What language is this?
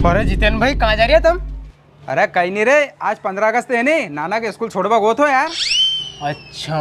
Rajasthani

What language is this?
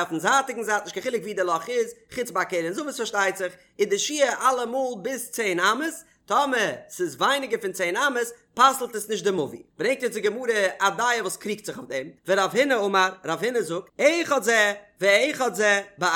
Yiddish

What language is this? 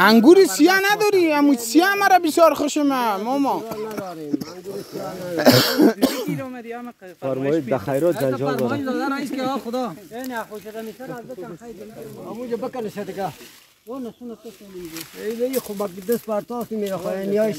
Persian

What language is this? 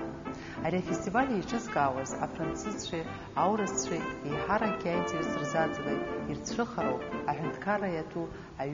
Abkhazian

